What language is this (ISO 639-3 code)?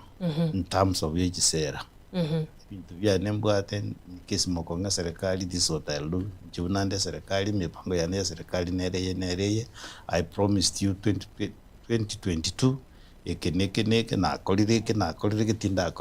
guz